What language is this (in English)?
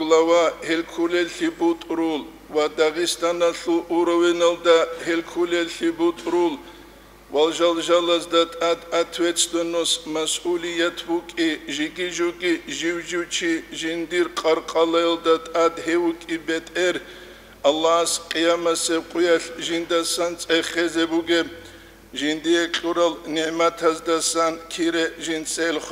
Avaric